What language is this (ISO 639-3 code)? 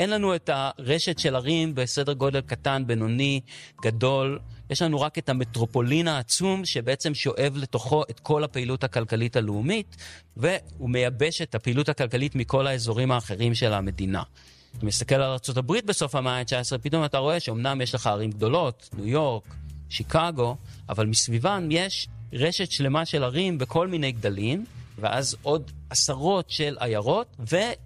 heb